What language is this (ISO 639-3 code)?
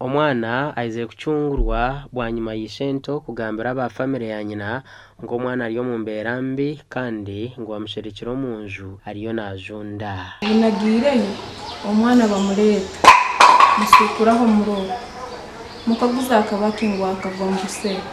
nyn